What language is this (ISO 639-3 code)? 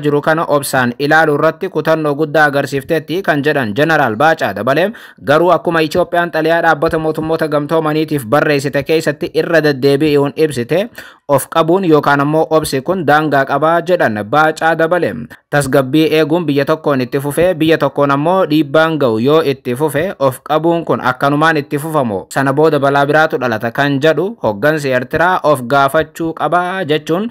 orm